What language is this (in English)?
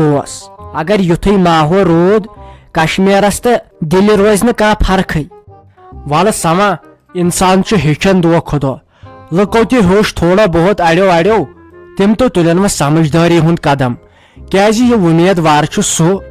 Kashmiri